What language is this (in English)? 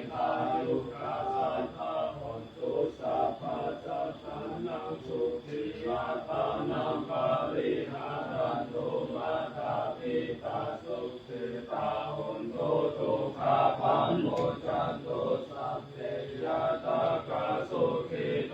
Pali